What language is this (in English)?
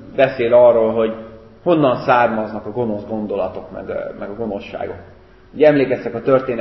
Hungarian